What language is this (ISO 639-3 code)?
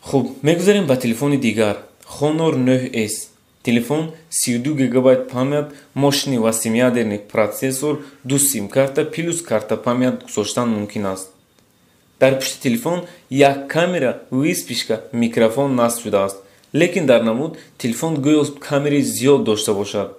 tgk